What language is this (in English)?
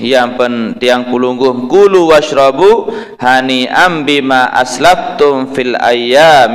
Sasak